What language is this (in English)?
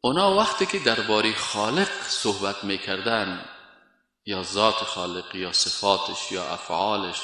Persian